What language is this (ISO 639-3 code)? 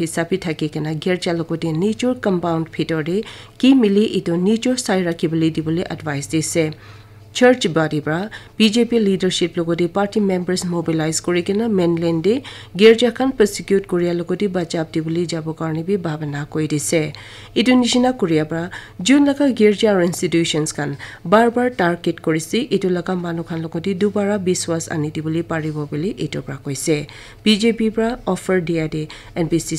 nag